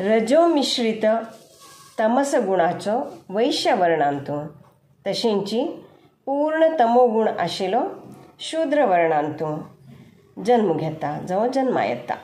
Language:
Konkani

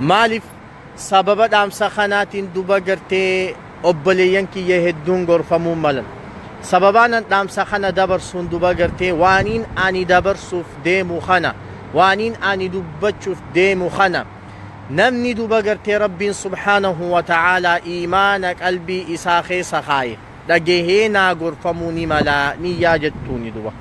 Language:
Oromo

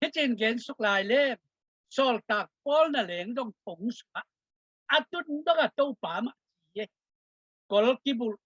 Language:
Tedim Chin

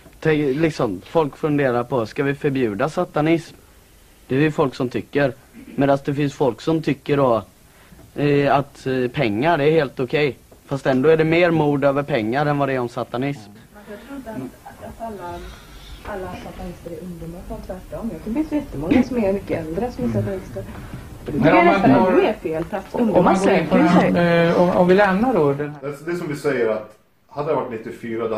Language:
Swedish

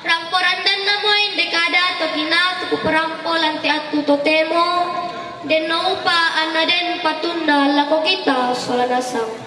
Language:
Toraja-Sa'dan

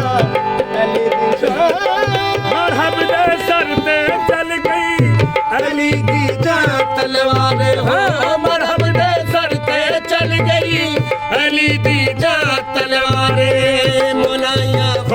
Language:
Saraiki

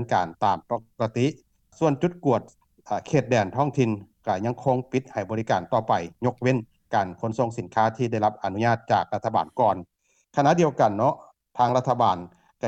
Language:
Lao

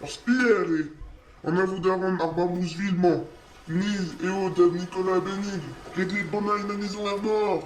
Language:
Breton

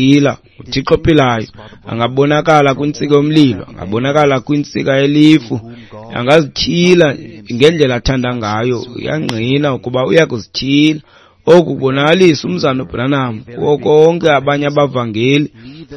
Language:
Xhosa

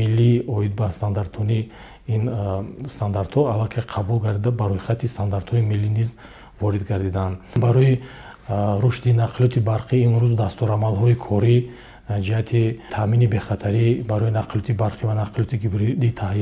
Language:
Tajik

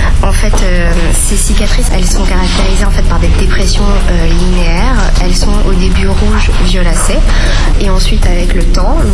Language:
French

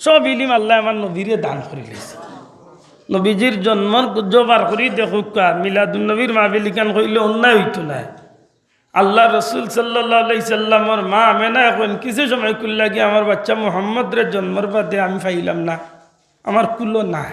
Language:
Sylheti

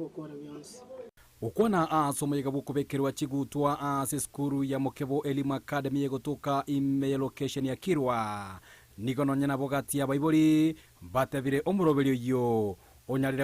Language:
Gusii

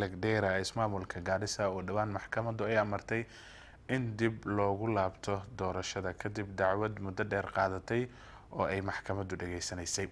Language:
Somali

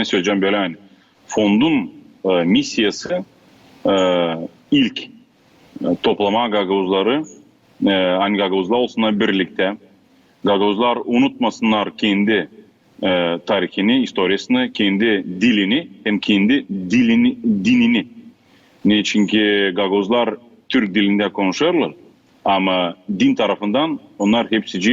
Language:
Gagauz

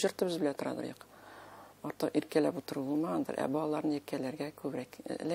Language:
Tatar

